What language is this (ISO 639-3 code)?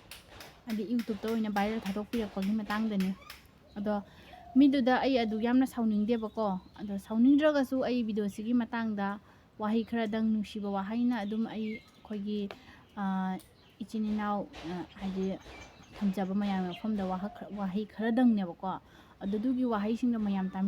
mni